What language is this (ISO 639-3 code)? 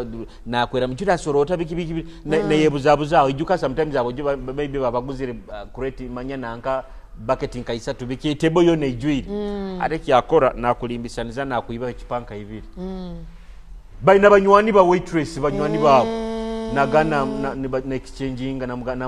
ttj